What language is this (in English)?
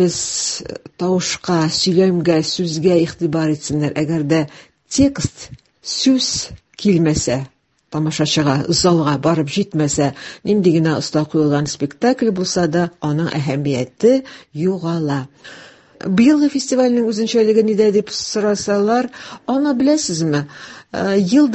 Tatar